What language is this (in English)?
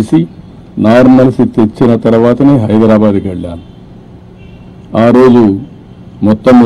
Telugu